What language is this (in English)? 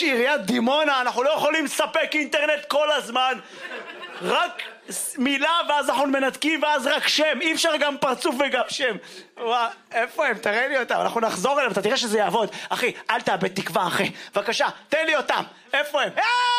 Hebrew